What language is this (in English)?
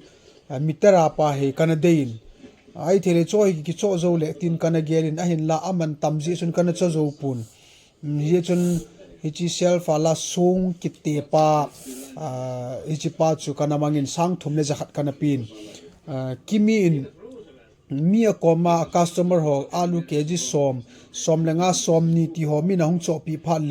Thado Chin